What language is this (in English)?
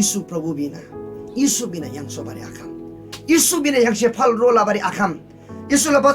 Eastern Tamang